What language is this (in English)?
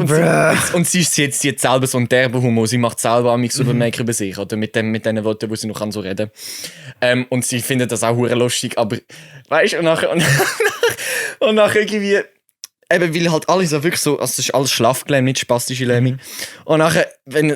Swiss German